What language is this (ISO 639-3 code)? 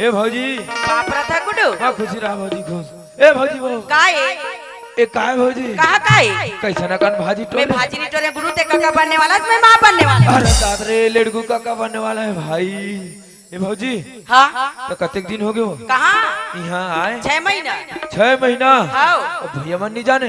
hne